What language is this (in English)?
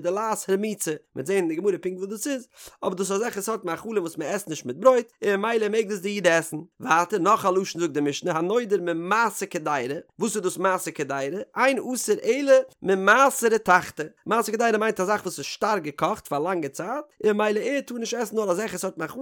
Yiddish